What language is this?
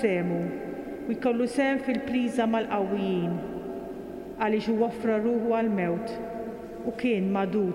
Maltese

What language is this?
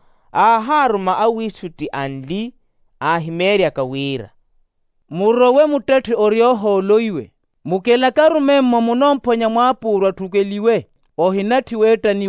Makhuwa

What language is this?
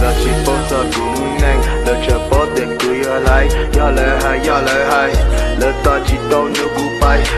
Hmong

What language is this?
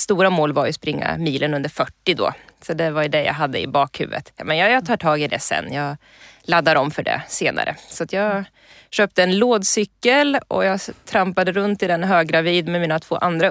Swedish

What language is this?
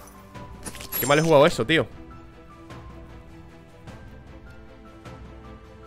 Spanish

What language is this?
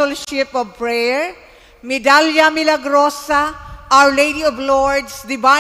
Bikol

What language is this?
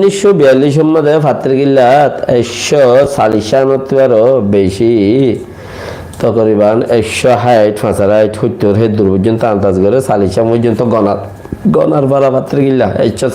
Rohingya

